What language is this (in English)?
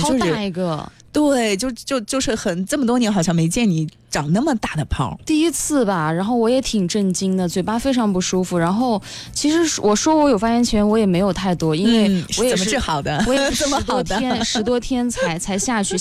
Chinese